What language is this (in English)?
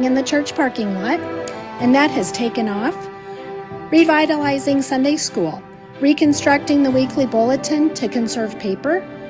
English